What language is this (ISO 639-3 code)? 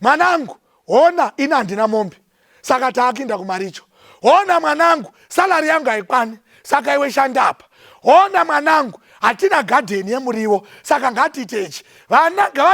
sna